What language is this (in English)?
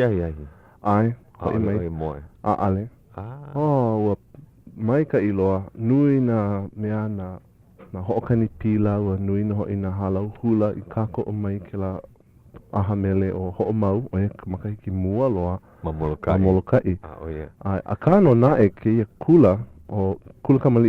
Hawaiian